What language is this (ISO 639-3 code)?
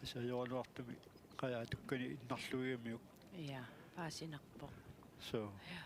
kal